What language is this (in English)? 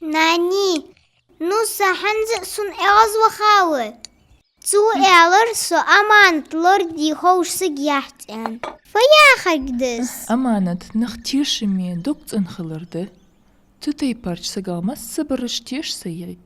Ingush